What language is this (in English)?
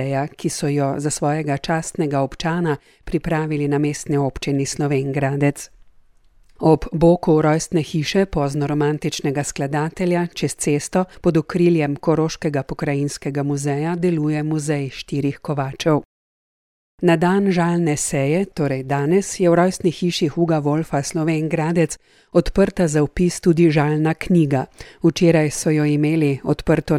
Slovenian